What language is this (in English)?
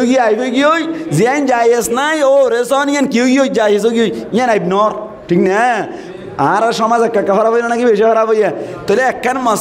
Rohingya